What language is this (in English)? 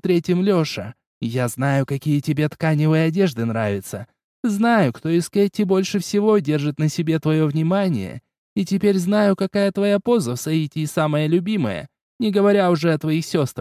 Russian